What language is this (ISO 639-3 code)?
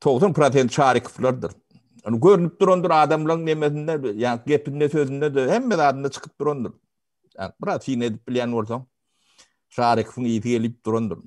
tuk